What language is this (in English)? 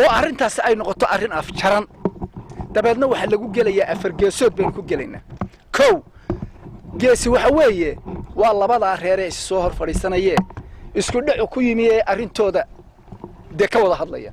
Somali